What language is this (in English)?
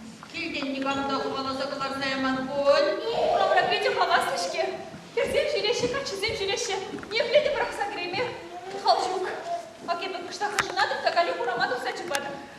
Chuvash